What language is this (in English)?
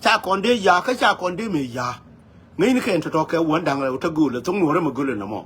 Nuer